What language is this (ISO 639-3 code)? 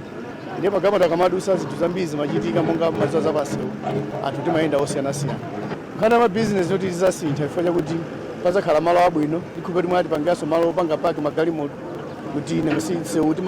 nya